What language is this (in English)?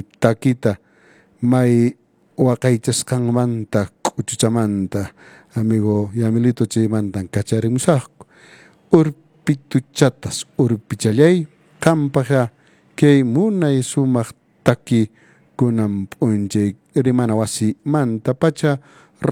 Quechua